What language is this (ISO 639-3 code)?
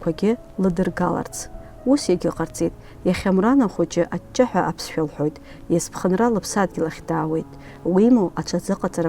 abk